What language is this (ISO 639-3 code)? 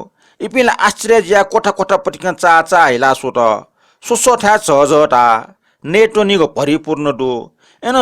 new